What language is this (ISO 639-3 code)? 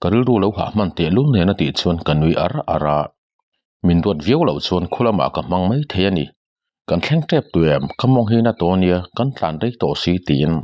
lus